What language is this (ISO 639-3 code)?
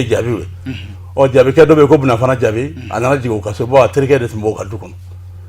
bam